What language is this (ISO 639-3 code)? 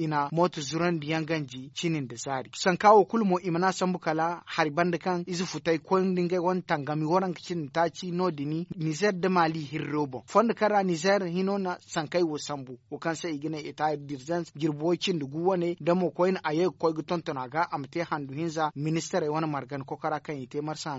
dje